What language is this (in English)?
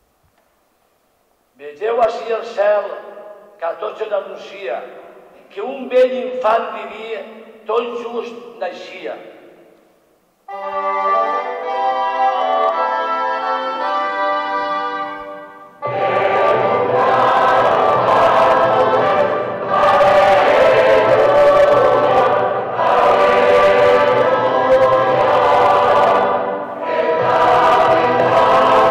Catalan